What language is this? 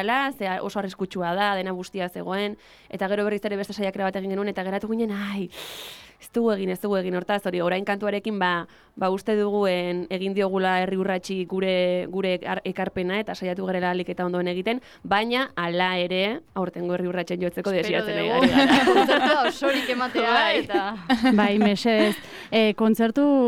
Basque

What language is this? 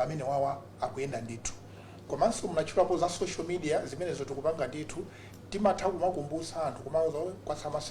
Nyanja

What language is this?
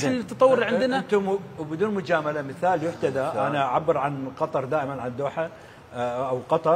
Mesopotamian Arabic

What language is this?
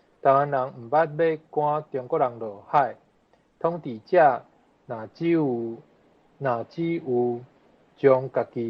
Min Nan Chinese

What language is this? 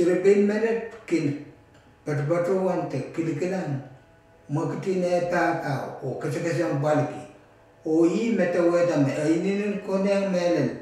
Pohnpeian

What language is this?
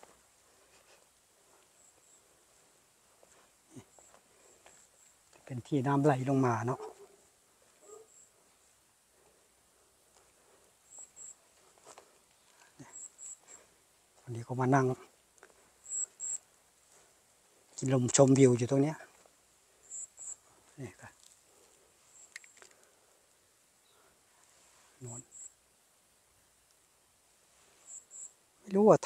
Thai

